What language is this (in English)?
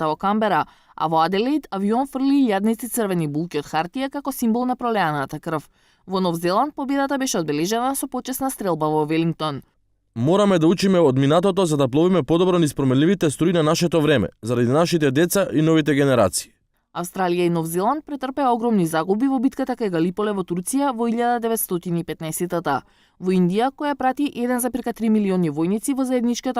Macedonian